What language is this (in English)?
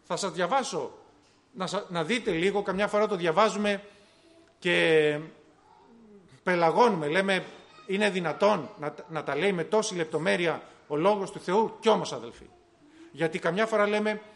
Greek